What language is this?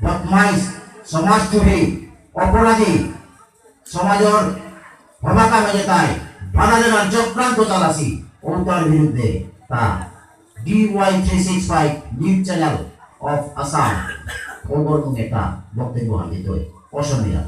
Bishnupriya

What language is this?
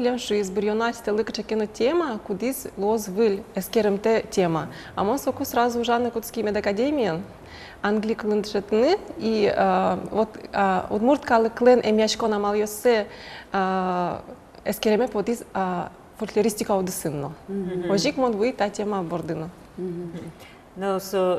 Udmurt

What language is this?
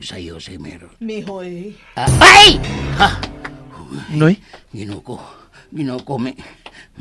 Cebuano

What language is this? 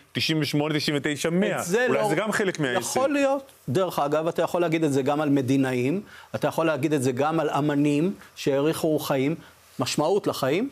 Hebrew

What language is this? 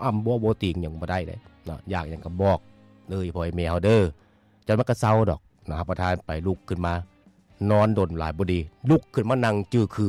Lao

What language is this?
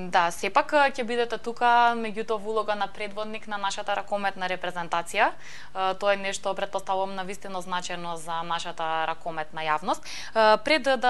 Macedonian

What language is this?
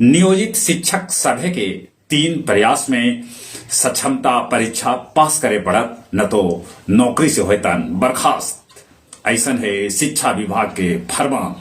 Magahi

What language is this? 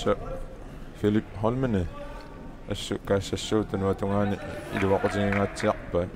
Kalaallisut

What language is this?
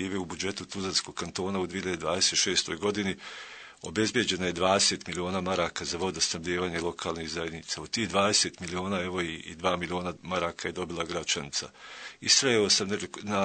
Bosnian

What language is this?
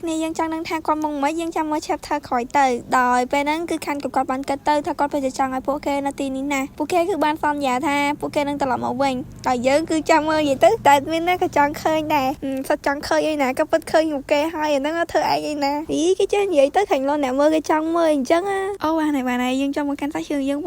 Khmer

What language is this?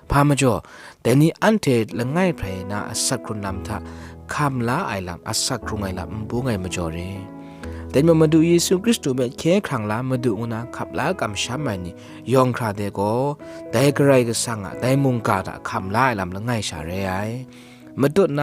Kachin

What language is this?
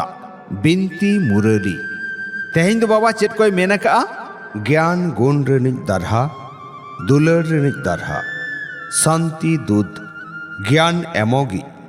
Santali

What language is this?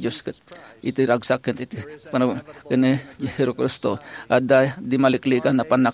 Iloko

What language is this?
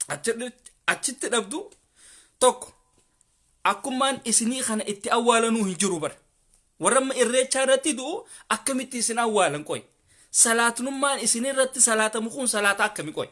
Oromo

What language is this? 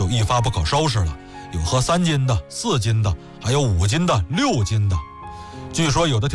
Chinese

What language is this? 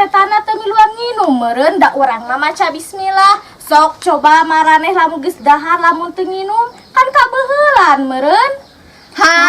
Sundanese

